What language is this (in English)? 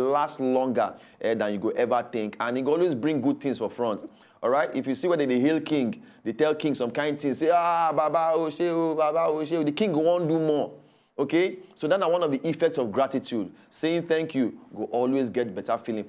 Nigerian Pidgin